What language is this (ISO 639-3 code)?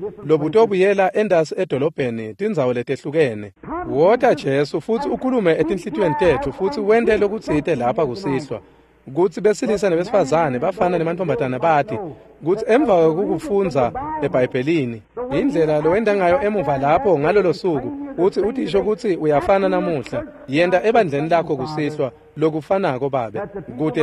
ssw